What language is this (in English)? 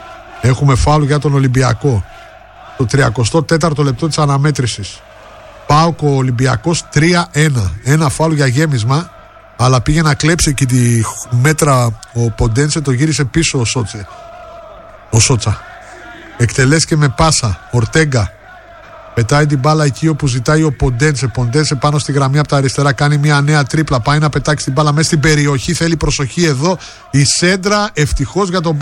Greek